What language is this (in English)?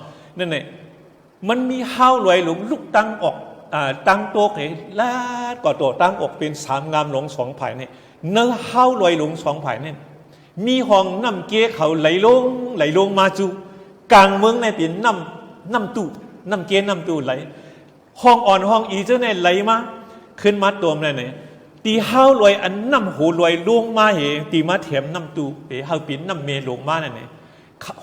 Shan